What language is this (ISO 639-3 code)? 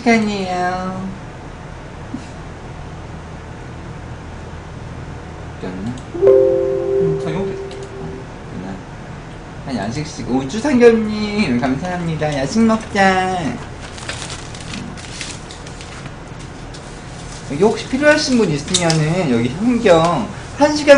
kor